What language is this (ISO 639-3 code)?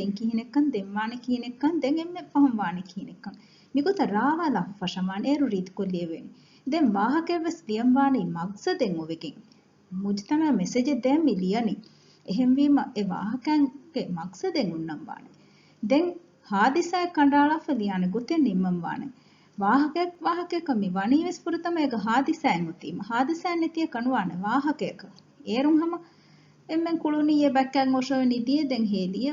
div